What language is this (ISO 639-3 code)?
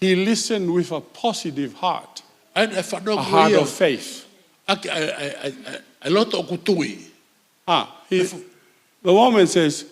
ton